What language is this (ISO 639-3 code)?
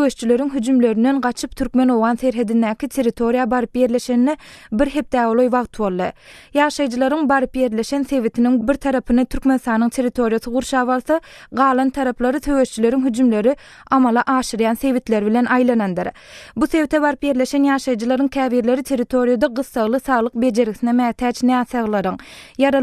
tuk